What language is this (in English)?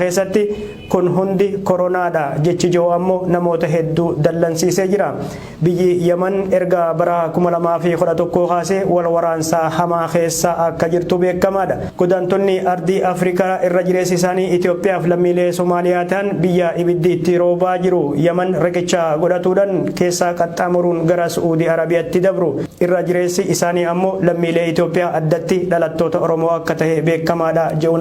Oromo